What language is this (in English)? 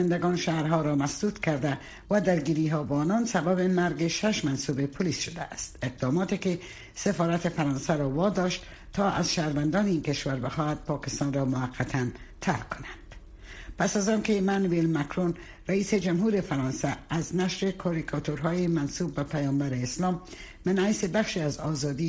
Persian